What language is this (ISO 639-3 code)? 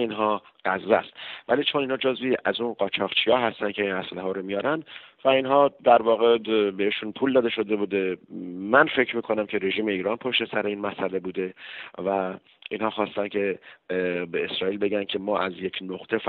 fas